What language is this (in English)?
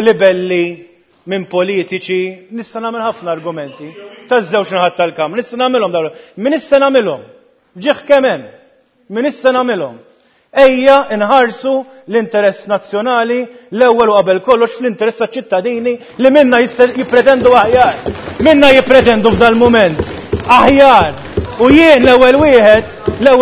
Maltese